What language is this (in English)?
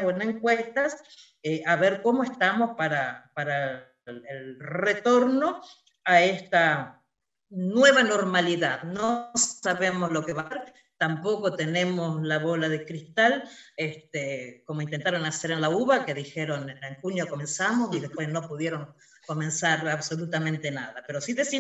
Spanish